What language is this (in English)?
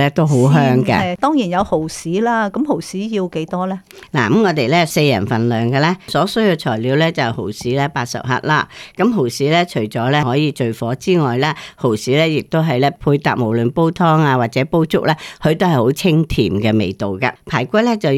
Cantonese